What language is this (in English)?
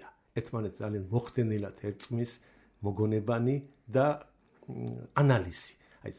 Georgian